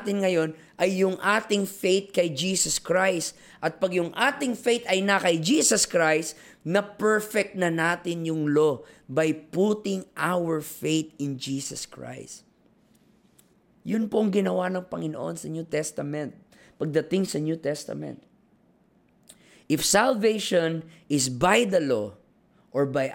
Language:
Filipino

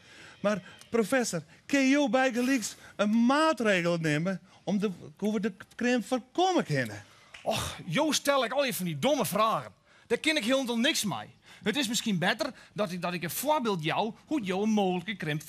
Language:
Western Frisian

